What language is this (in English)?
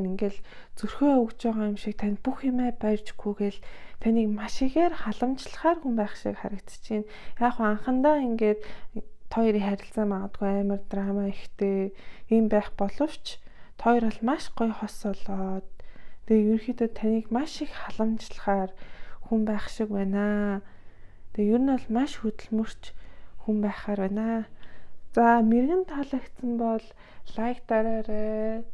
Mongolian